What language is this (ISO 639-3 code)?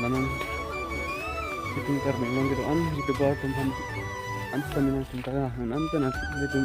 mjw